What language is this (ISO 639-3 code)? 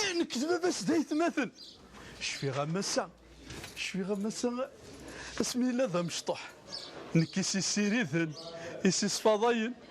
kab